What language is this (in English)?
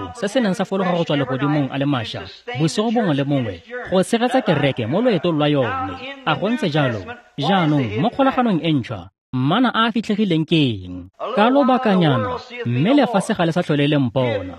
Tswana